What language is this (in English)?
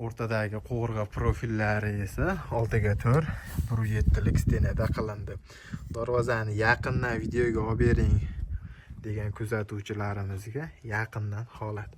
Uzbek